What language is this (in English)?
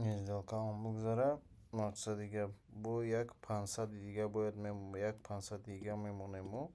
Tajik